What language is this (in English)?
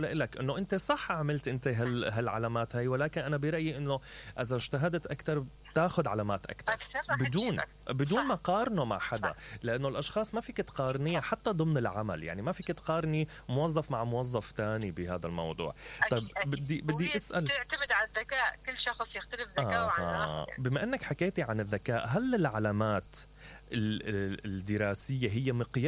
Mesopotamian Arabic